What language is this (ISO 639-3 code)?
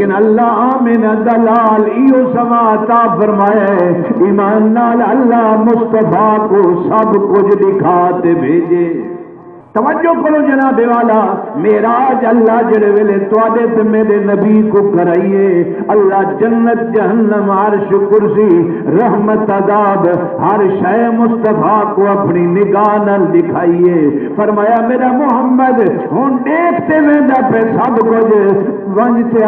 skr